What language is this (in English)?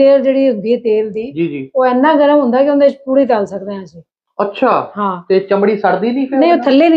Punjabi